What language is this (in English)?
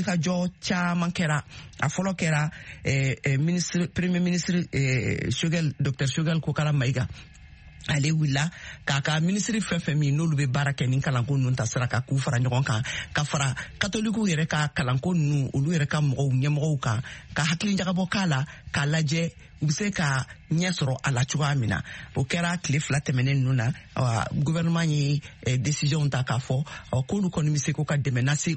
Bambara